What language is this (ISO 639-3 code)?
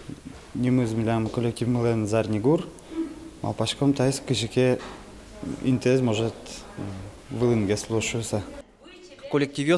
udm